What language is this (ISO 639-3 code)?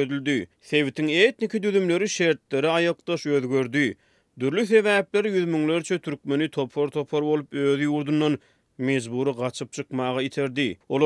tuk